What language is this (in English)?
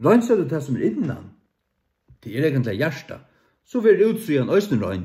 Faroese